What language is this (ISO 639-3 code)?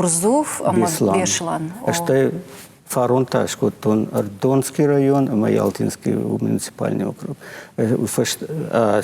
oss